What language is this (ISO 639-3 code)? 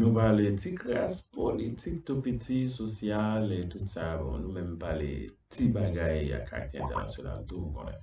hat